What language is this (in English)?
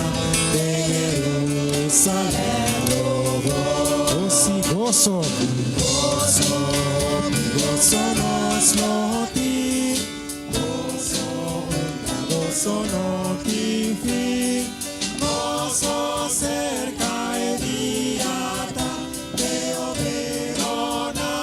Papiamento